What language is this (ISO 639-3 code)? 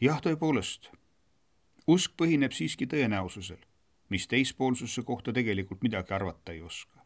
est